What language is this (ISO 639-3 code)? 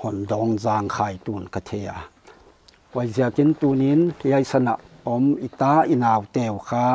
pck